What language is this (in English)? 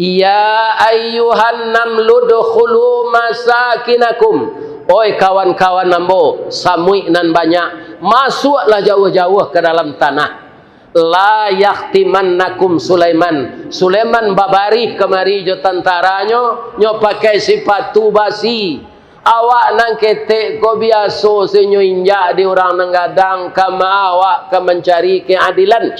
Minangkabau